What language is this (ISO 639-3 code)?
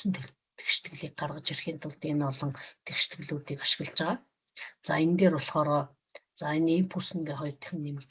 mon